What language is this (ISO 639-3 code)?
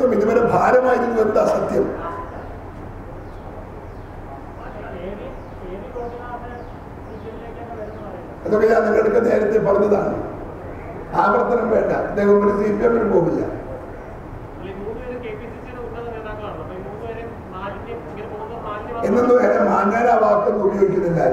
mal